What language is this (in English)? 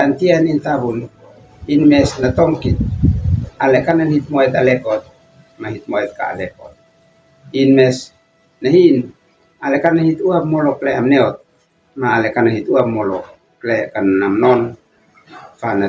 Uab Meto